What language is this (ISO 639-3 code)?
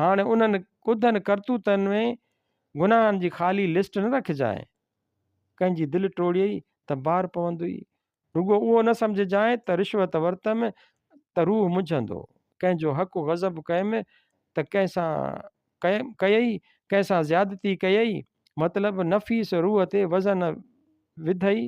snd